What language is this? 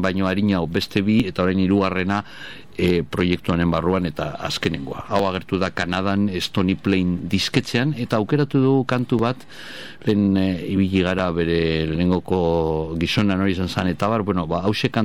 Basque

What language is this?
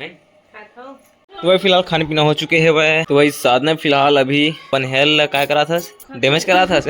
Chhattisgarhi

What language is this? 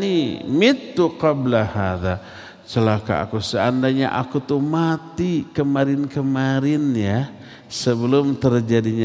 Indonesian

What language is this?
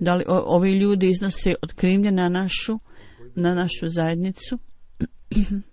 Bosnian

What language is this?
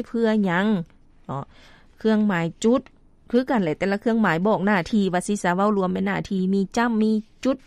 Lao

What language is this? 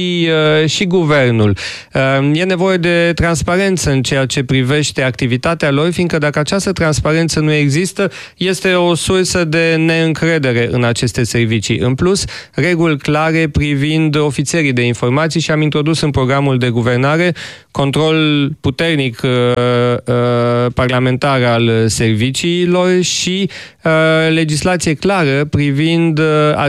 Romanian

